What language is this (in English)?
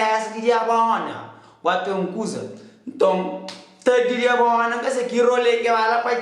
Kabuverdianu